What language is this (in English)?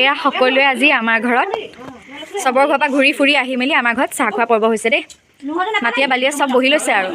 Assamese